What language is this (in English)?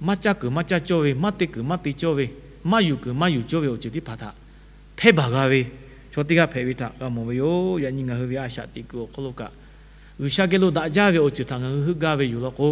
Lahu